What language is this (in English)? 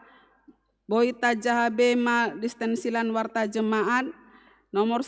Batak Toba